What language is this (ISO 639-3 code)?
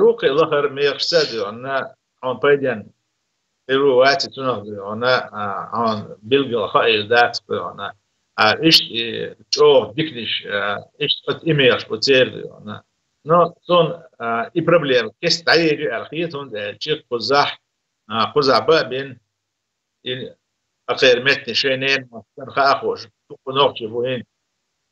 che